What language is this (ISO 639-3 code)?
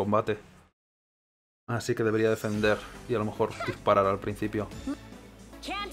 spa